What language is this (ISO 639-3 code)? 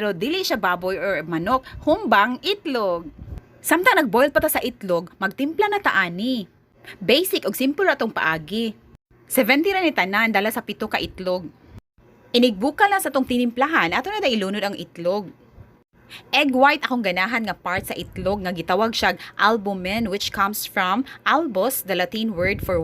ceb